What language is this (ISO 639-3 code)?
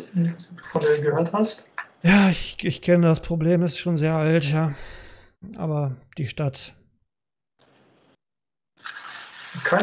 deu